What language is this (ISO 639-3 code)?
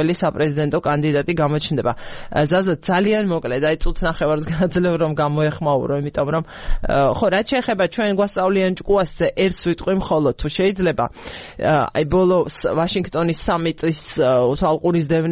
kat